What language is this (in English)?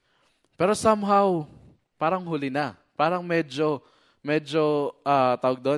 Filipino